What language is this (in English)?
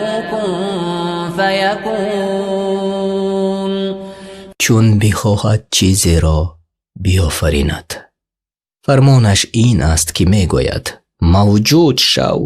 Tajik